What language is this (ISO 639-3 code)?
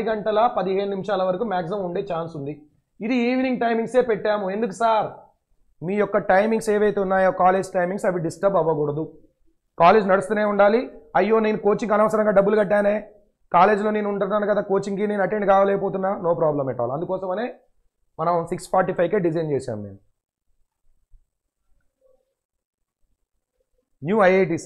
tel